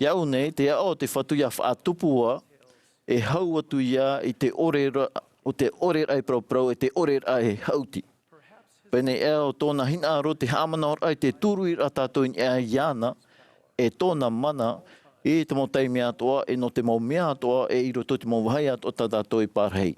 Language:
Tahitian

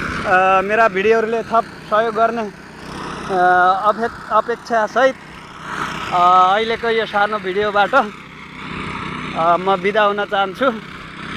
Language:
Nepali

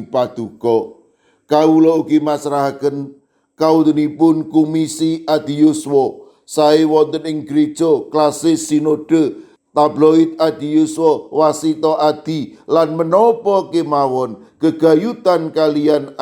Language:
Javanese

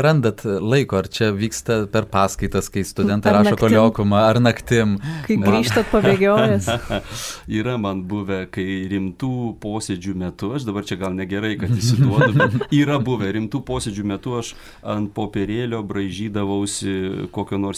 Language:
Lithuanian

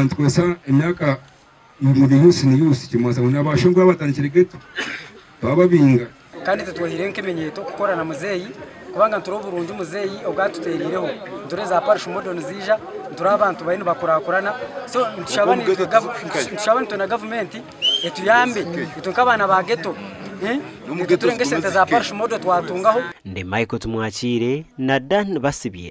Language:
Nyankole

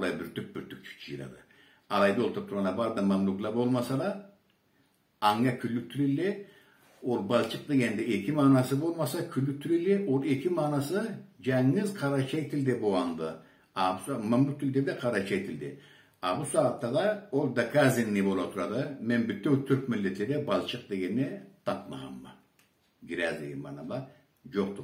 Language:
Karachay-Balkar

